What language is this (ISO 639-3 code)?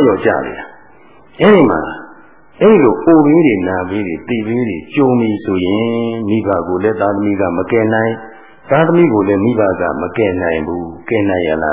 mya